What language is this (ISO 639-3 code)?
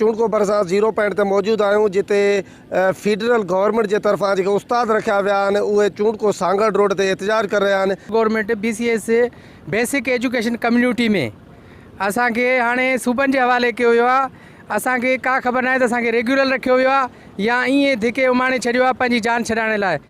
snd